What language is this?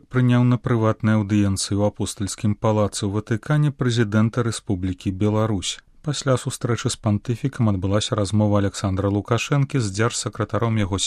Belarusian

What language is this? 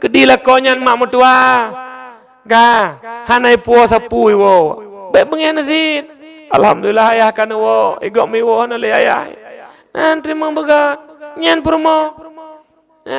Achinese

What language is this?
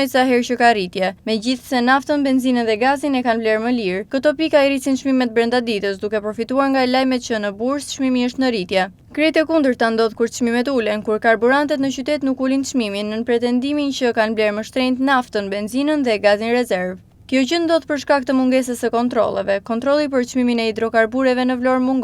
Albanian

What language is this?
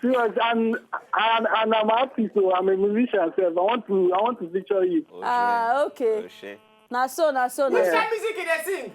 Nigerian Pidgin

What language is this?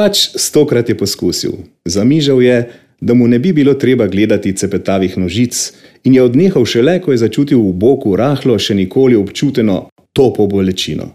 Slovenian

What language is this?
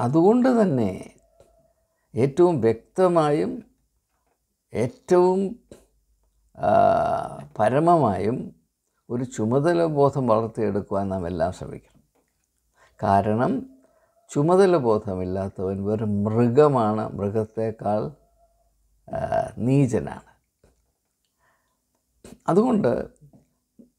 Malayalam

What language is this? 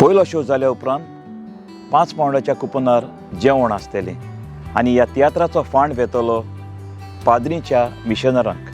Konkani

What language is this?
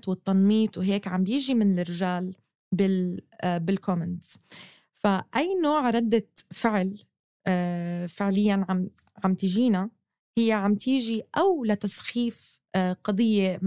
North Levantine Arabic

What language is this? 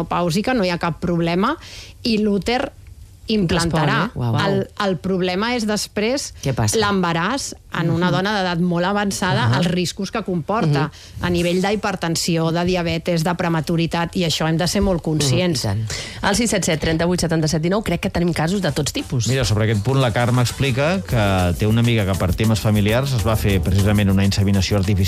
Catalan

